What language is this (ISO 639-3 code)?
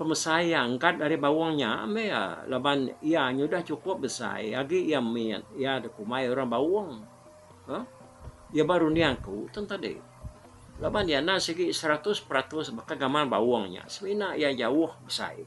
iba